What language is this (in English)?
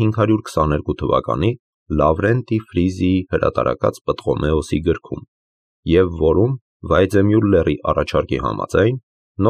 Armenian